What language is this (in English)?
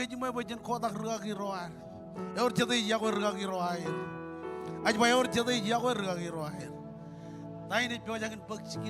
Marshallese